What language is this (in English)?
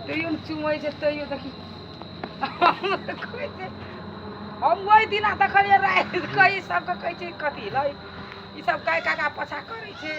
Maithili